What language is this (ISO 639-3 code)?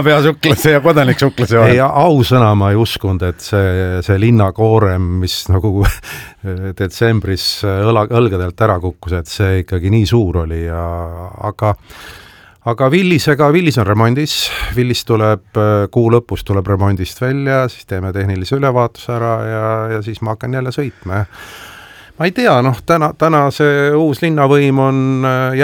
est